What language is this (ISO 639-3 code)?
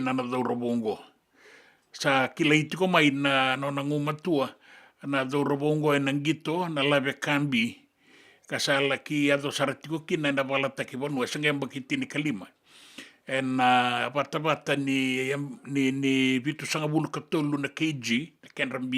fij